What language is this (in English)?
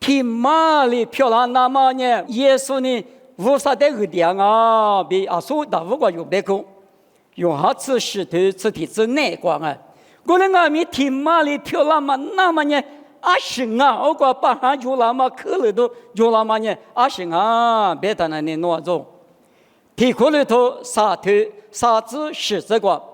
Lisu